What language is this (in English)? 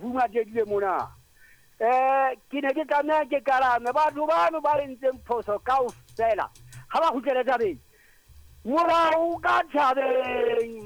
Southern Sotho